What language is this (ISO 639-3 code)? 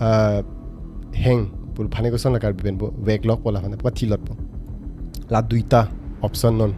mjw